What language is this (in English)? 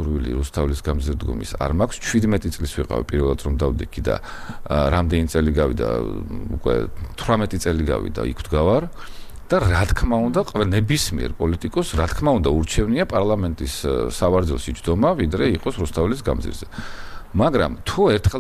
Georgian